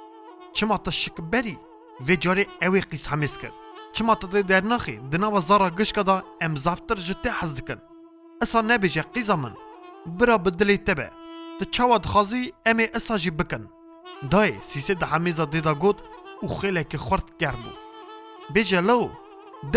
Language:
Kurdish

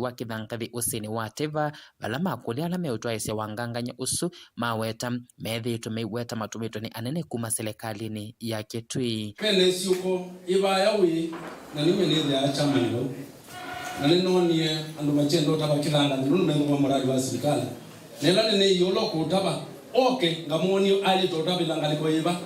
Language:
Kamba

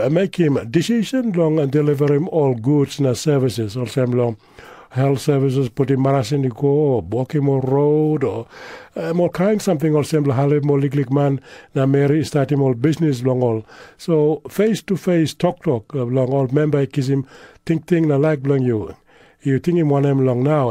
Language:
Tok Pisin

